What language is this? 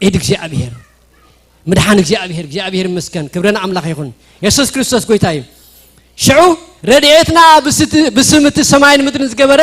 Tigrinya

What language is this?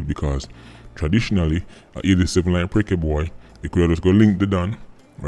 Jamaican Creole English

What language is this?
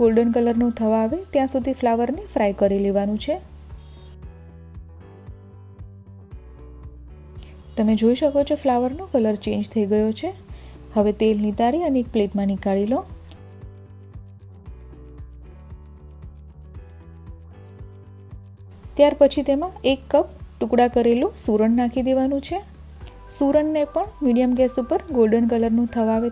Gujarati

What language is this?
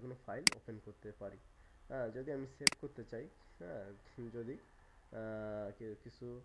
Bangla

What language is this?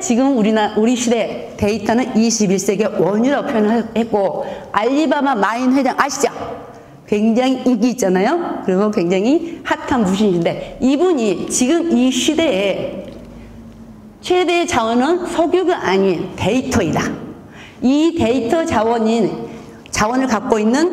Korean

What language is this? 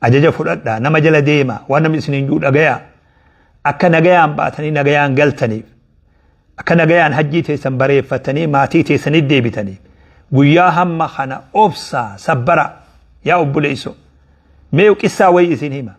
Oromo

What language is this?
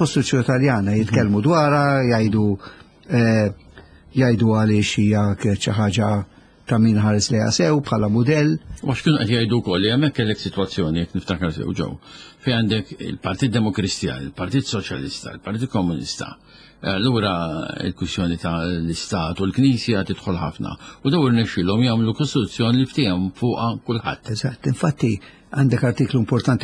Maltese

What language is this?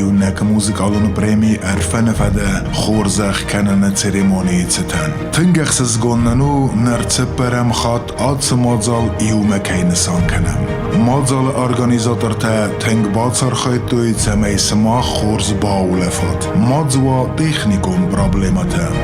Ossetic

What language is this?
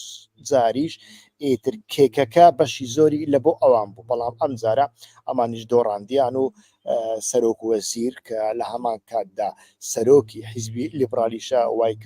Central Kurdish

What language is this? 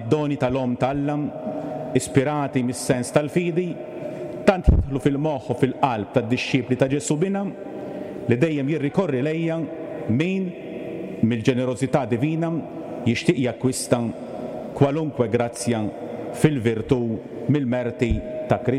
Maltese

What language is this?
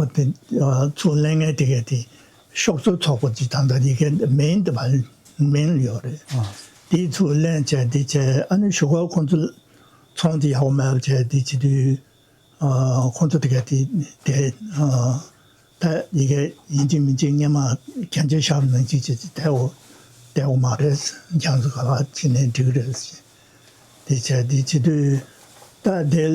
Tibetan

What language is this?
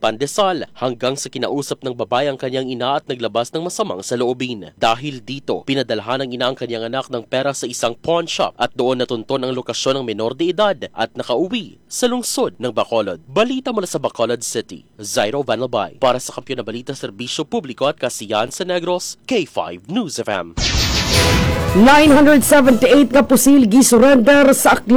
Filipino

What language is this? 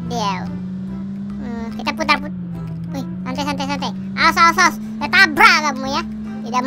Indonesian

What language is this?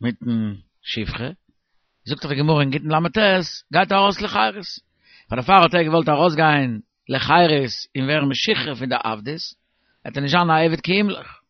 Yiddish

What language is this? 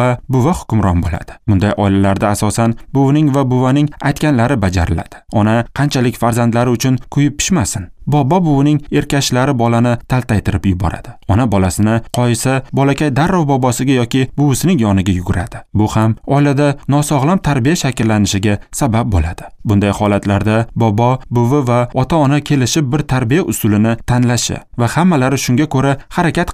Uzbek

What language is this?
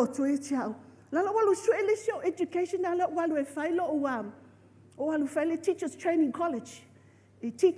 Samoan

